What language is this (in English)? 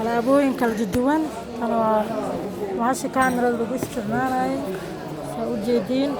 Somali